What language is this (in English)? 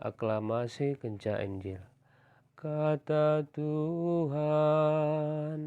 Batak Karo